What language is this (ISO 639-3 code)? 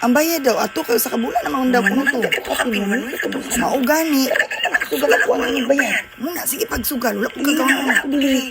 ceb